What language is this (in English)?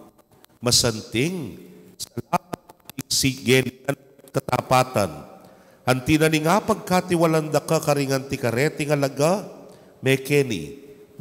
Pampanga